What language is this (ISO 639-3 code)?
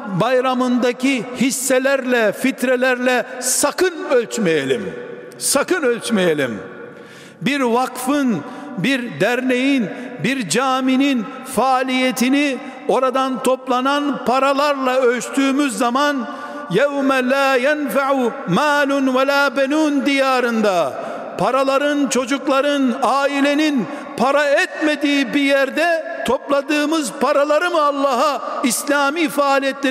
tur